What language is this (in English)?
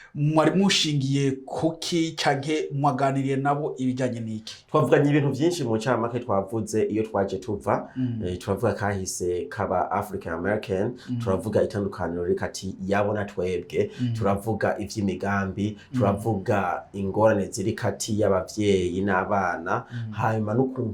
Rundi